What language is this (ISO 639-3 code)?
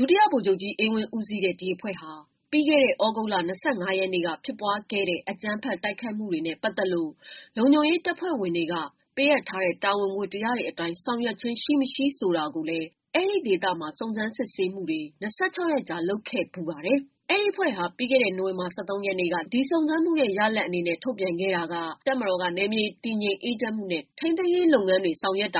mya